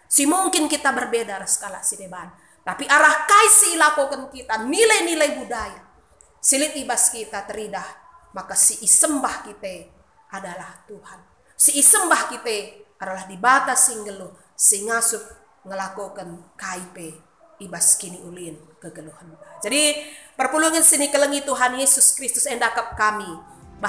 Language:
Batak Karo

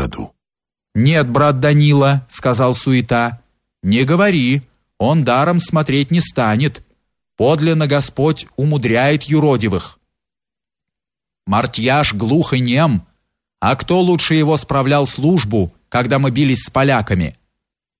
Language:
Russian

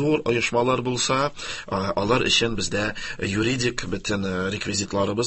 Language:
Tatar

